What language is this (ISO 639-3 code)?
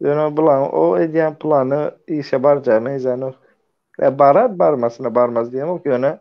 tuk